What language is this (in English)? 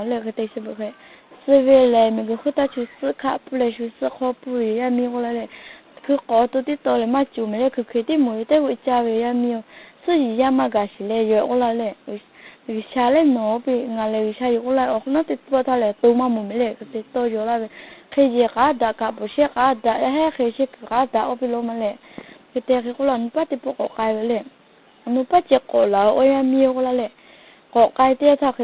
Lahu